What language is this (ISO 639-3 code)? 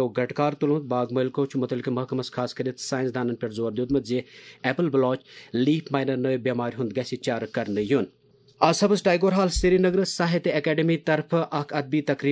kas